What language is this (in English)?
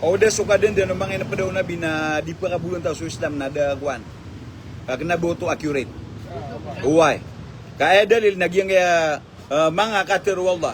Maranao